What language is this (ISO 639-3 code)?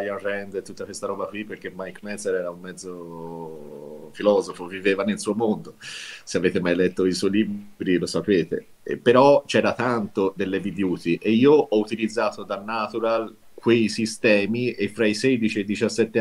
ita